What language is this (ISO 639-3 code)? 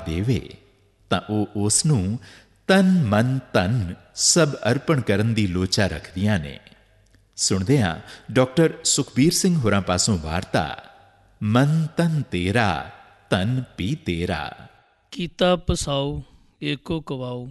pan